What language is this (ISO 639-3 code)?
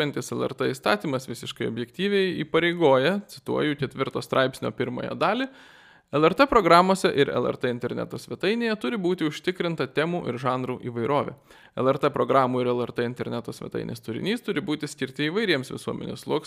lit